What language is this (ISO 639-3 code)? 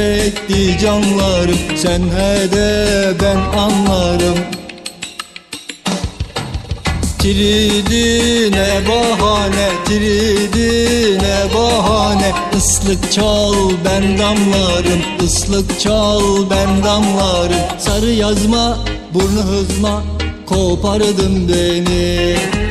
tur